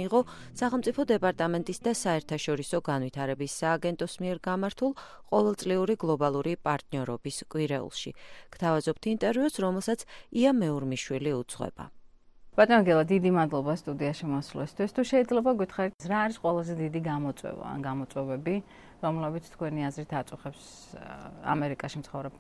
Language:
Georgian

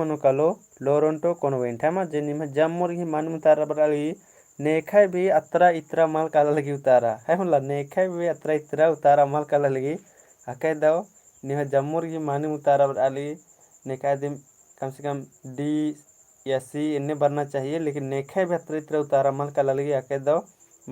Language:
Kurukh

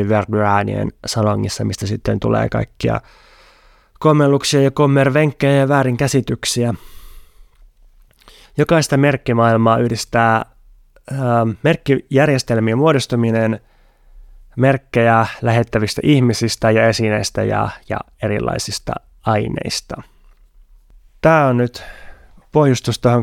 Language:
Finnish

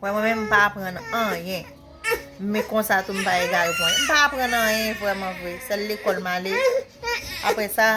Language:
Haitian Creole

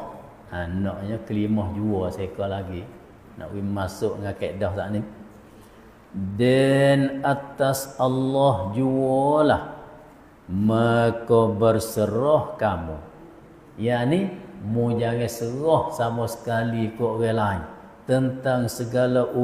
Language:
Malay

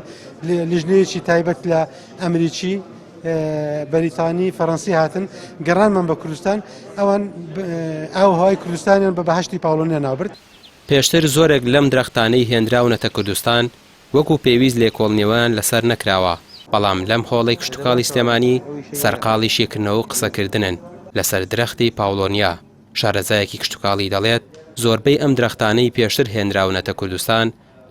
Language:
Central Kurdish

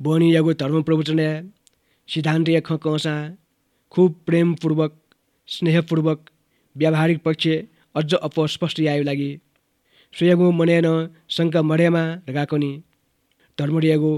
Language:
Newari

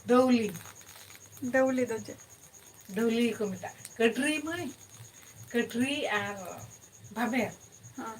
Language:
Santali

